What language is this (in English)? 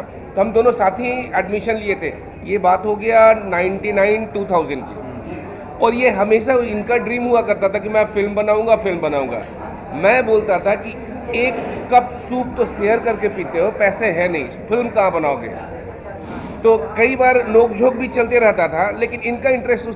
Hindi